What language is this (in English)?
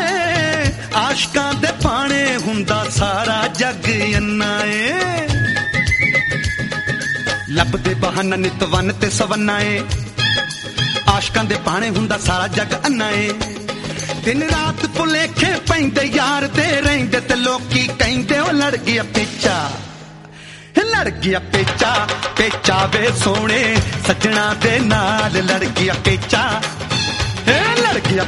Punjabi